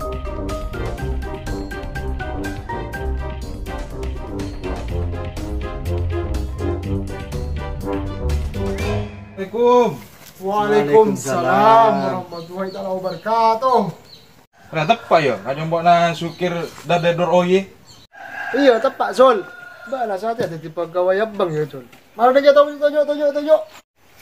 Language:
Madurese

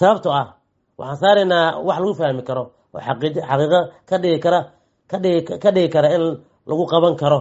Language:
Somali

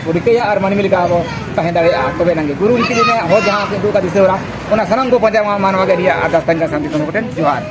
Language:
Santali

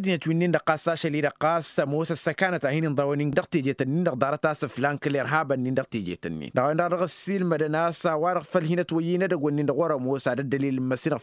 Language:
Tamasheq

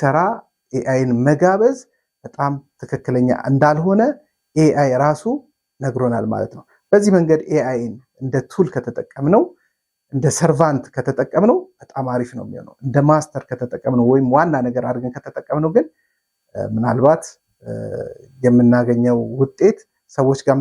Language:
Amharic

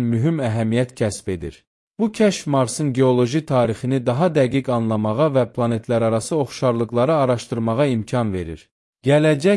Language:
Azerbaijani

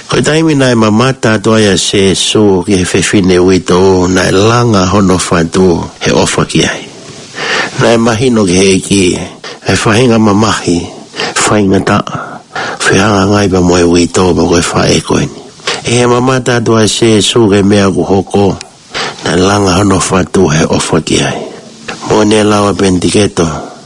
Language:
Tongan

